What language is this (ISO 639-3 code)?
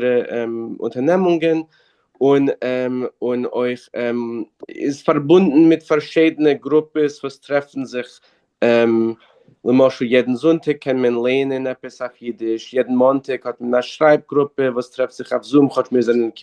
yid